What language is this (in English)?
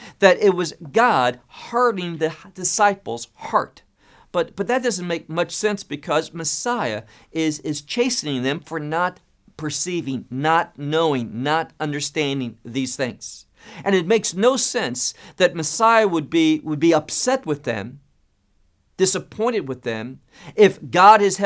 English